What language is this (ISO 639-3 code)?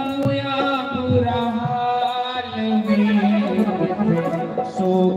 doi